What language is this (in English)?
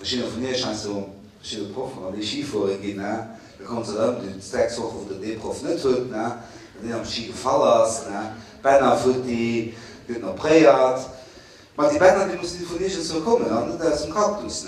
Luxembourgish